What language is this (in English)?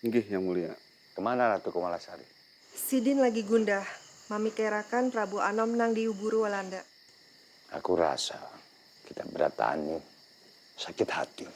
Banjar